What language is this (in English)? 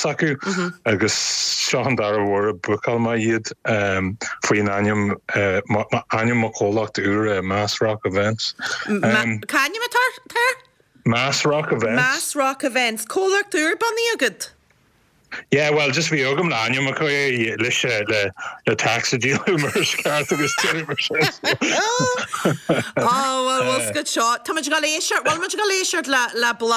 Irish